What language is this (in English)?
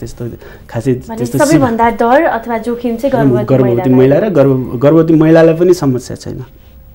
Nepali